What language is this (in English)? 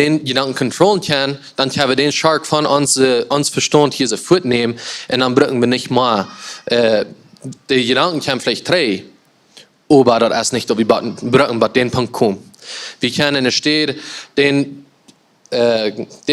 Plautdietsch